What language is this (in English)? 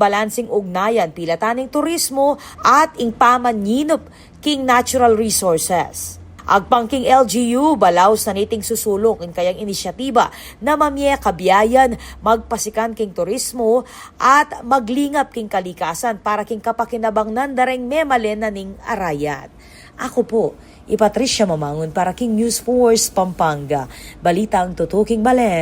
Pampanga